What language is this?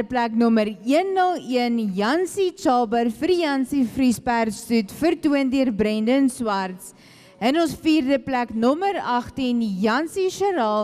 Afrikaans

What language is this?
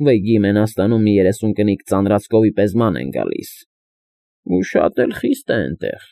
Armenian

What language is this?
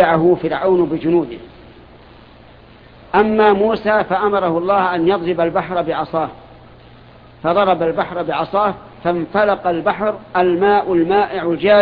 Arabic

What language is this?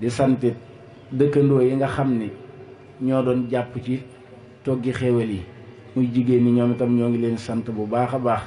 Wolof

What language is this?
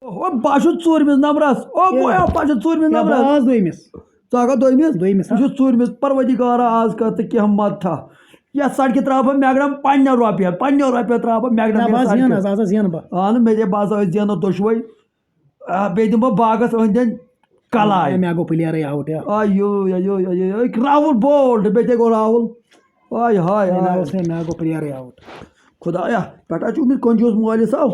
Kashmiri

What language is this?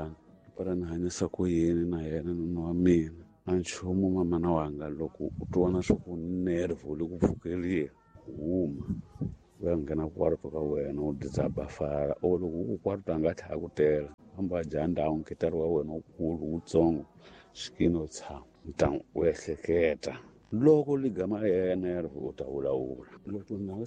Tsonga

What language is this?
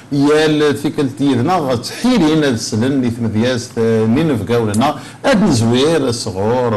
Kabyle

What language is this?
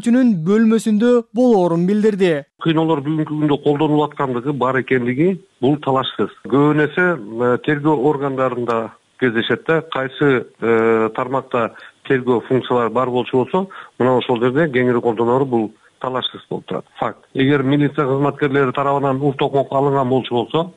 Kyrgyz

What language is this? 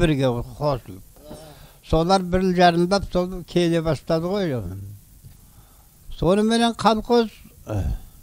Kazakh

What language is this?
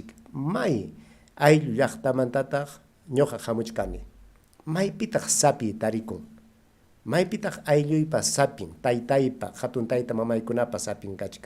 Ayacucho Quechua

